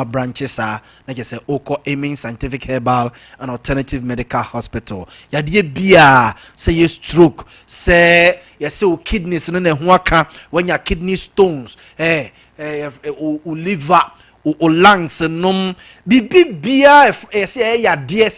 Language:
Akan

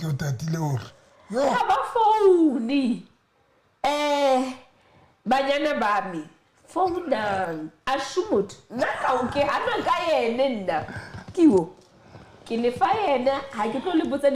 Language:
Southern Sotho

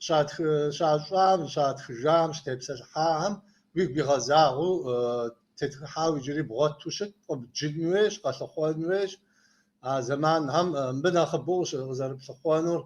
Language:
Kabardian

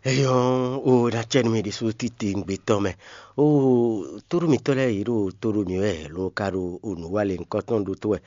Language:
Fon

